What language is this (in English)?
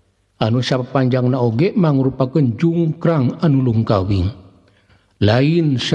Sundanese